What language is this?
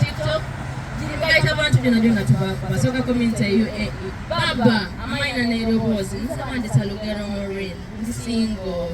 Soga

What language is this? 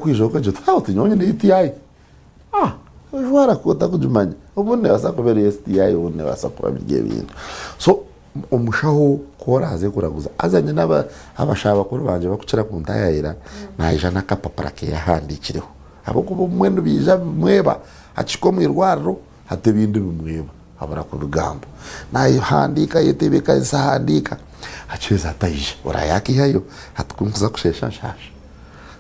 Nyankole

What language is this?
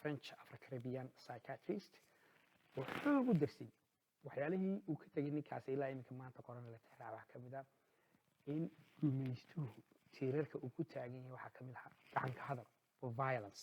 Somali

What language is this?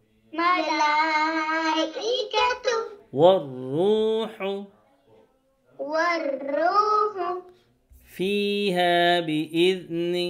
Arabic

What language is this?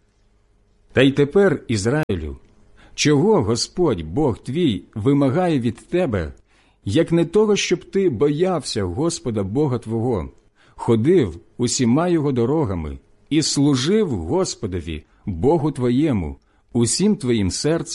Ukrainian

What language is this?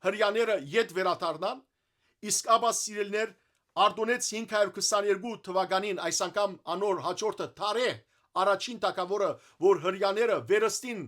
Western Armenian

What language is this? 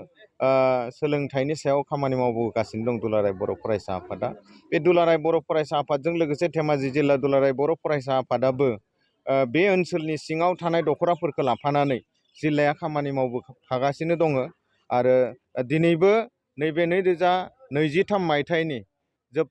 Bodo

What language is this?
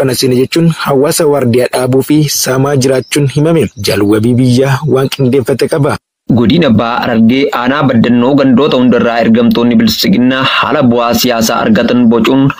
Oromo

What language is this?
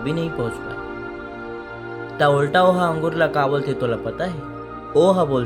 Chhattisgarhi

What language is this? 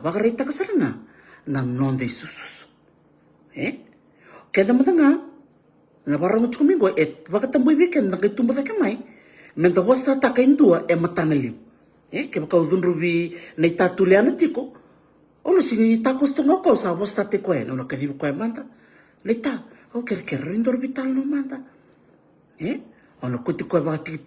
Fijian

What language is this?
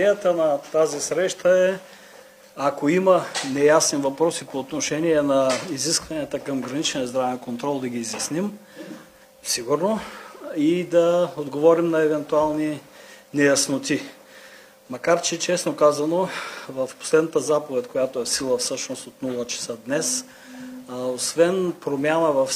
Bulgarian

